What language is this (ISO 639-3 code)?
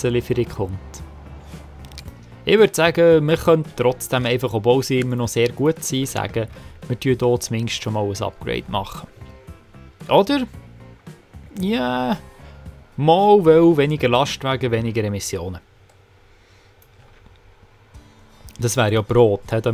deu